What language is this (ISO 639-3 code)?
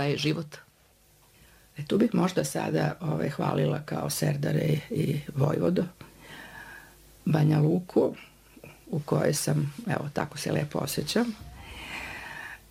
srp